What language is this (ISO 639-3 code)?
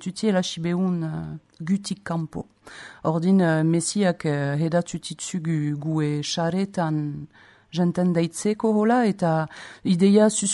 eus